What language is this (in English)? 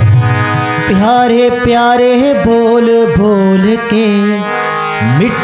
Punjabi